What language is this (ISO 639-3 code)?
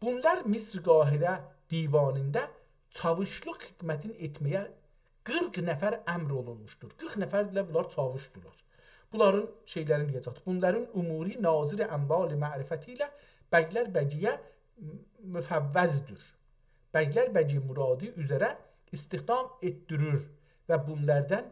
azb